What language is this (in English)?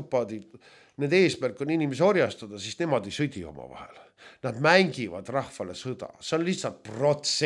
Estonian